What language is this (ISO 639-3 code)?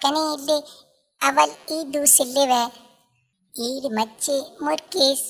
brh